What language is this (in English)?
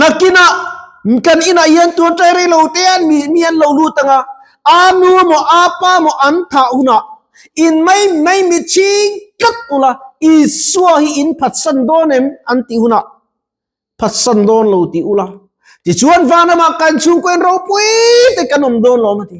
Mizo